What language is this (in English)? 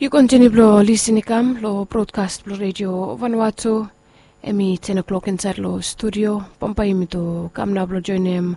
Bislama